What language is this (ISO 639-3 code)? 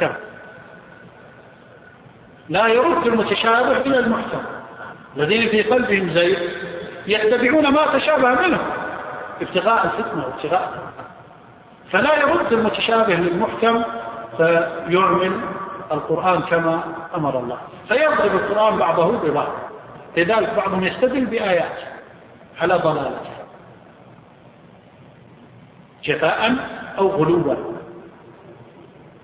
ara